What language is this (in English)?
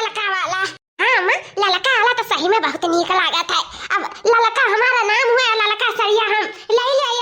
Awadhi